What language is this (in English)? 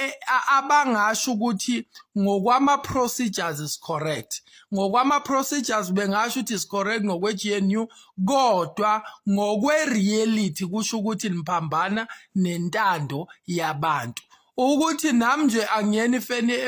Zulu